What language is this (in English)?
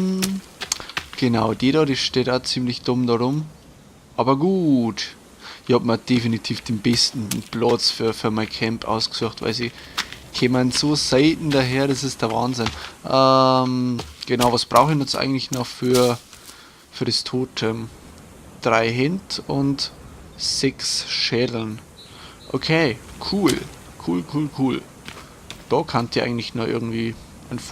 Bavarian